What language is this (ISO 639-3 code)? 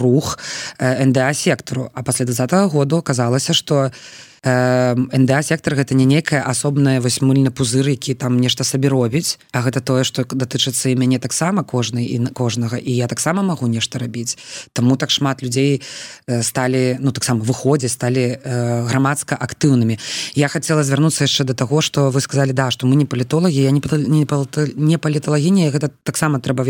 bel